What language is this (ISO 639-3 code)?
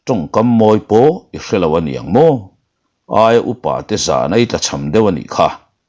lus